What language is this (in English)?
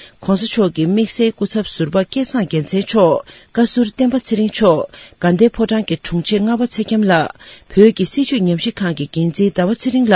Tibetan